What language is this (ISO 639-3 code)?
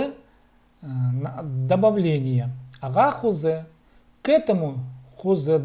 kjh